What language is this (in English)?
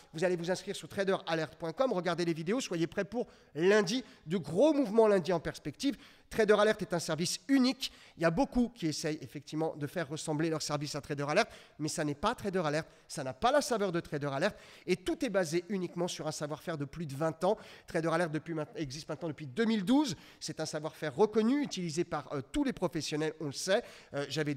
French